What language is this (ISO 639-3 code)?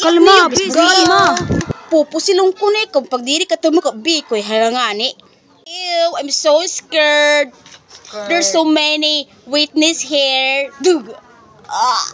war